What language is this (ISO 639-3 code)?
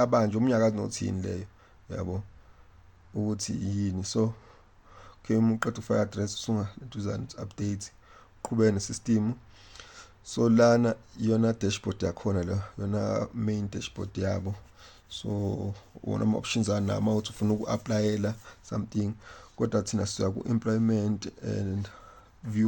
zul